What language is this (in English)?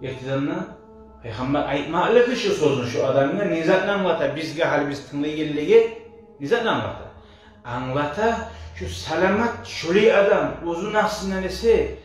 Kumyk